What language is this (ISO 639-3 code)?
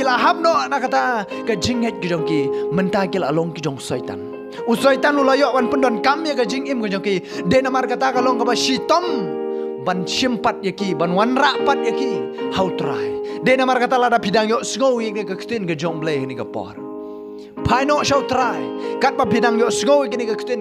kha